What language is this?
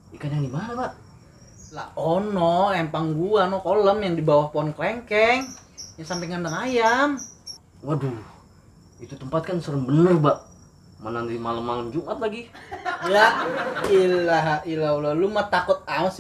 Betawi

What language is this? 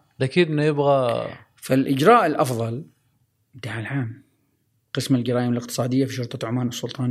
Gulf Arabic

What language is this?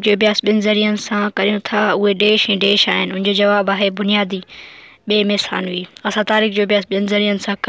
Sindhi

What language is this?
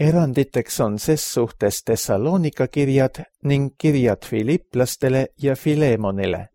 Estonian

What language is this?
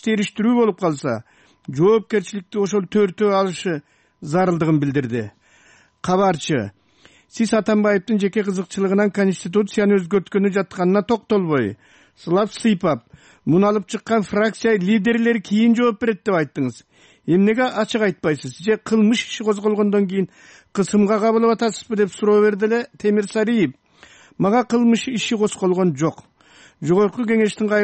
Kyrgyz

